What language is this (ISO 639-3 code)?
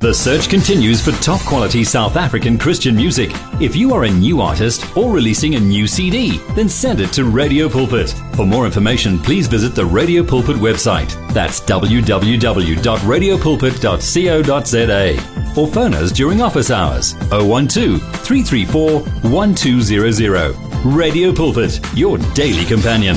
eng